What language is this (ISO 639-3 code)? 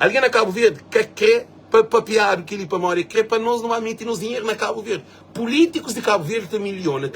kea